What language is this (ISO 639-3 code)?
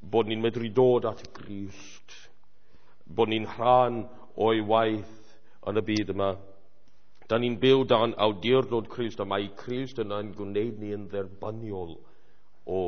cym